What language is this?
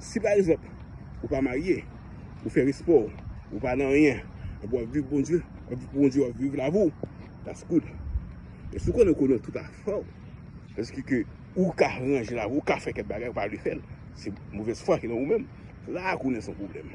Haitian Creole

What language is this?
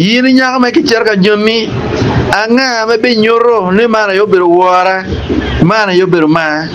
Acoli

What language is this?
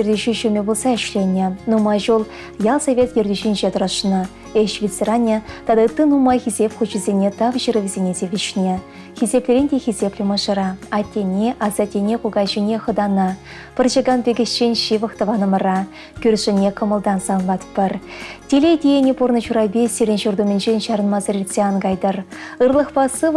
Chuvash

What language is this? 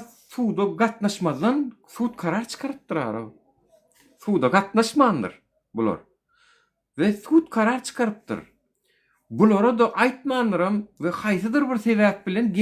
Turkmen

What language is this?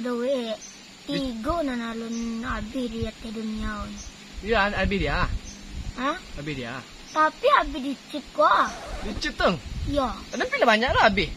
Minangkabau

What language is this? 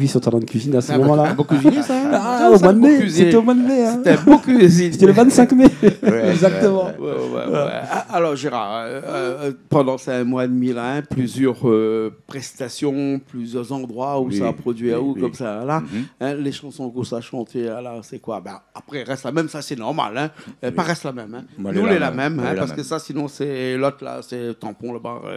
Réunion Creole French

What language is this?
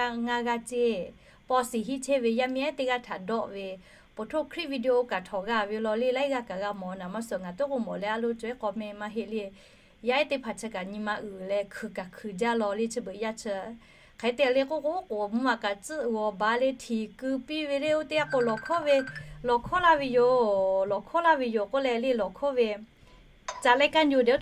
Lahu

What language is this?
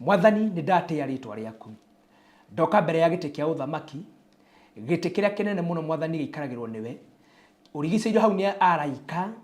Kikuyu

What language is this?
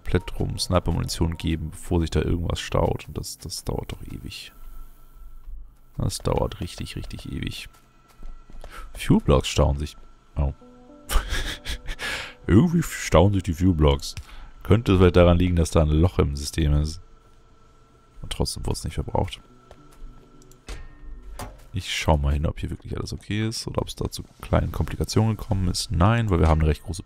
German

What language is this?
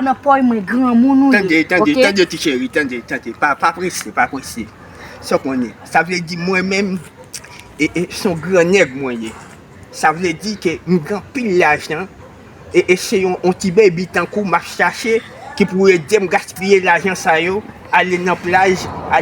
Haitian Creole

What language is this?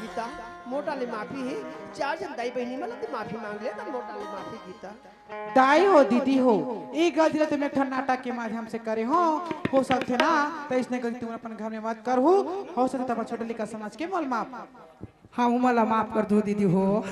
Chhattisgarhi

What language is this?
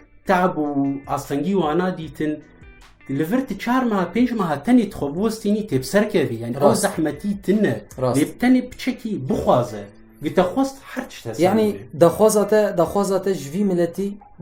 Kurdish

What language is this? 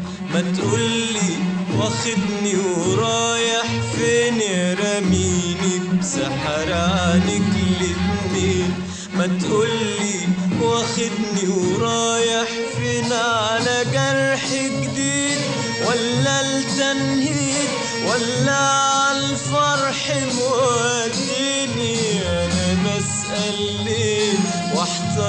Egyptian Arabic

